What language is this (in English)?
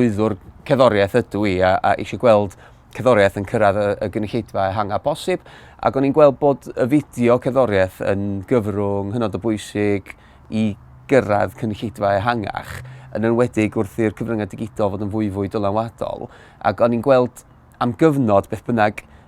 Welsh